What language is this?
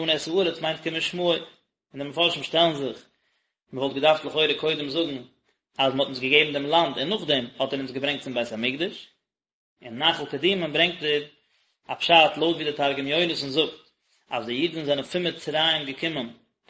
Yiddish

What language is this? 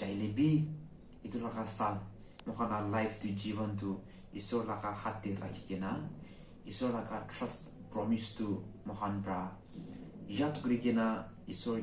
Naga Pidgin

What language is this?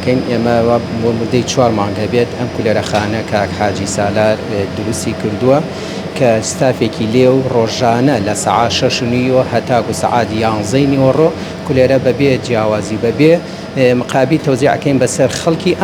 Central Kurdish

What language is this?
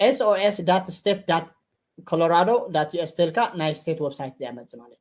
Tigrinya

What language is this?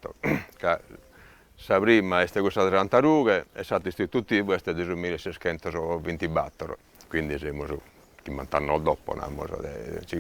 Sardinian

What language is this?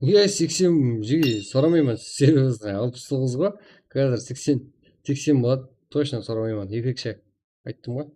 Kara-Kalpak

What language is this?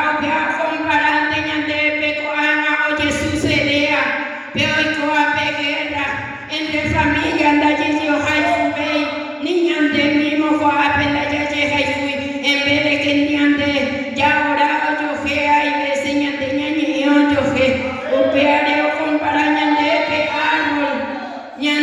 Guarani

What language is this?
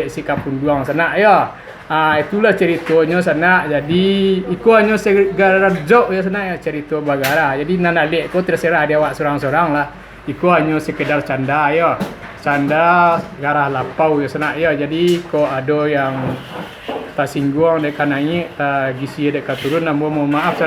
Minangkabau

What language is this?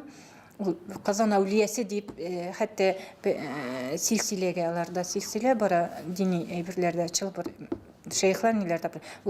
Tatar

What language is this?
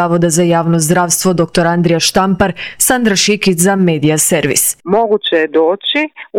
Croatian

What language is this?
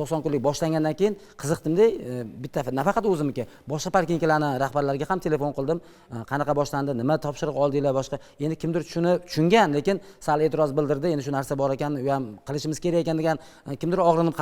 Uzbek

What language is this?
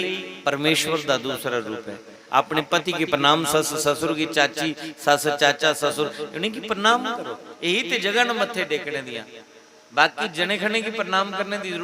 Dogri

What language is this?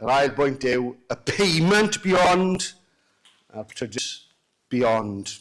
Welsh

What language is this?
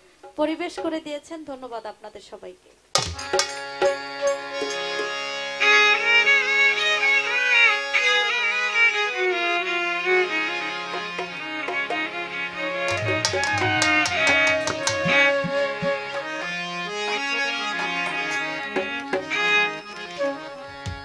Bangla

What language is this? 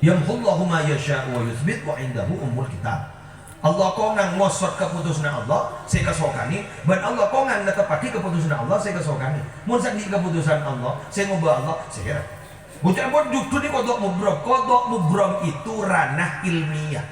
Madurese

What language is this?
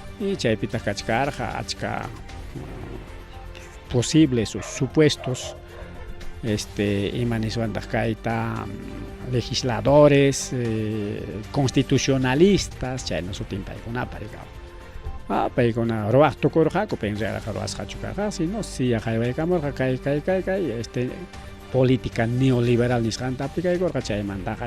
Ayacucho Quechua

